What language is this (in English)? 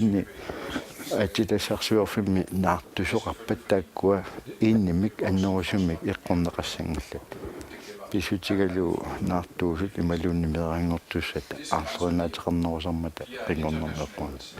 Kalaallisut